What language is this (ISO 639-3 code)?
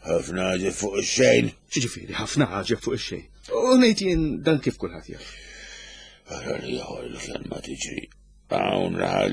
mlt